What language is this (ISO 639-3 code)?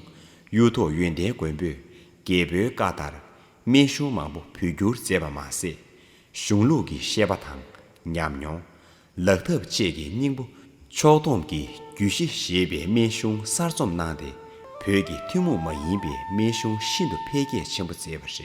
bod